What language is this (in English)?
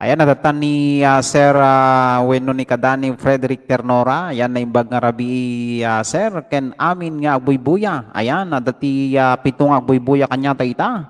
Iloko